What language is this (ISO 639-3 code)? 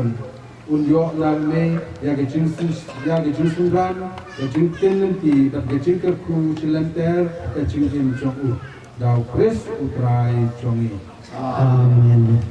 kha